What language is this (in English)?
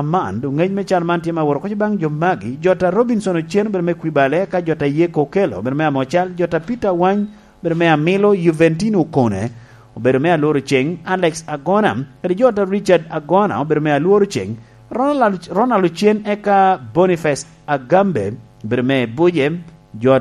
Lango (Uganda)